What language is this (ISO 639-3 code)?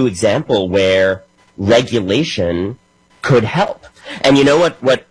eng